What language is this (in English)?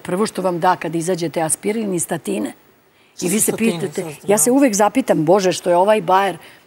Serbian